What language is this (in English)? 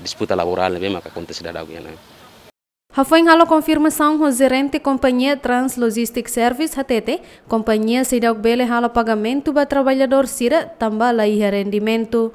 Tetum